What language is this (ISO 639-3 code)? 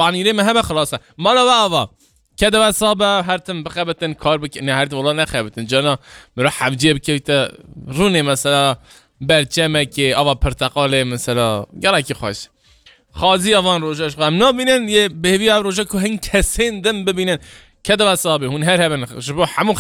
kur